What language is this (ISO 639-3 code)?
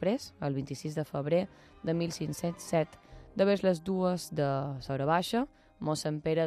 cat